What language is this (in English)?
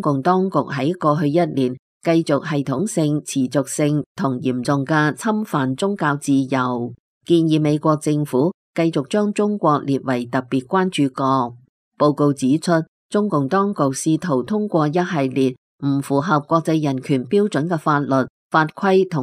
Cantonese